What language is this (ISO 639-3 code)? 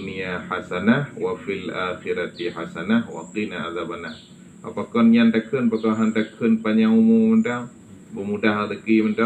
ace